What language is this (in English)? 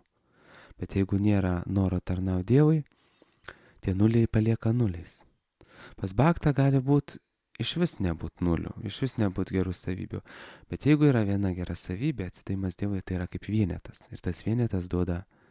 Lithuanian